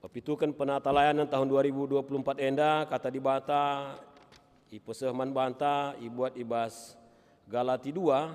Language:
Batak Karo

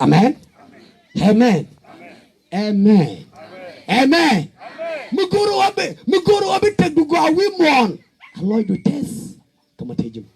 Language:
Nuer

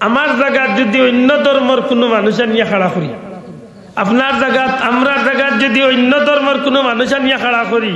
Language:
Sylheti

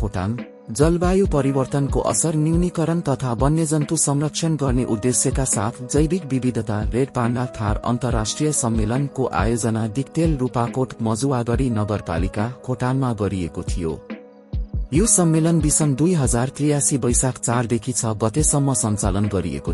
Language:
Nepali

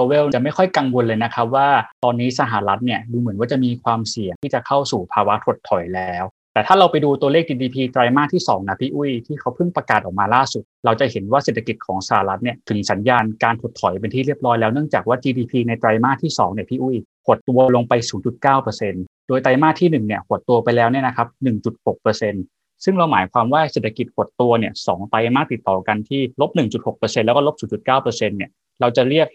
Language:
Thai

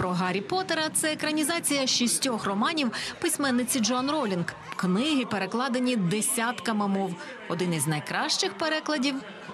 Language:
Ukrainian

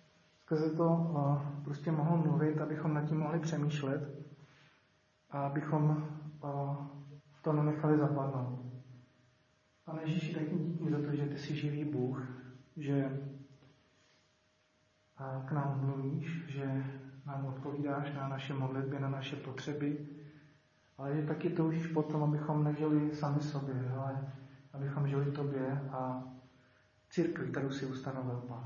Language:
Czech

